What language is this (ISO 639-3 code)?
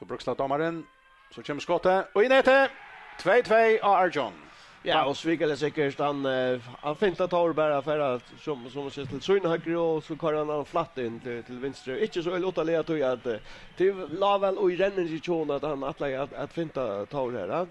fao